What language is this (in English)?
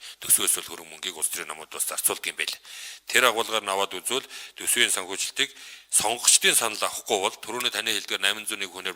Mongolian